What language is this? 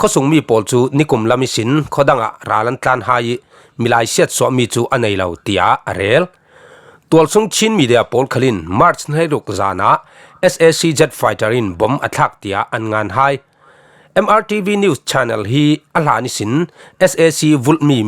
Falam Chin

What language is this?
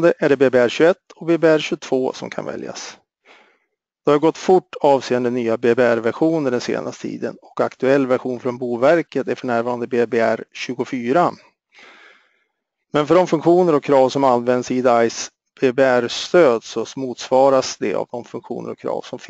Swedish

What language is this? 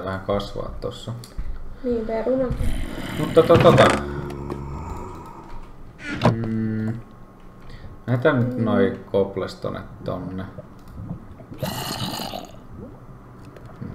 Finnish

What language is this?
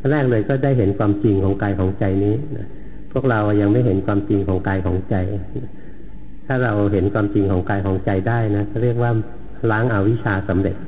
Thai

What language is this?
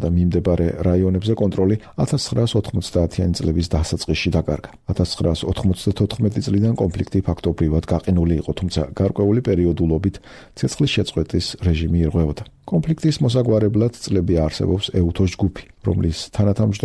Georgian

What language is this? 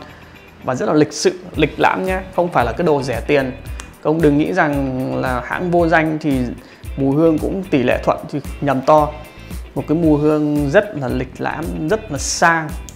Vietnamese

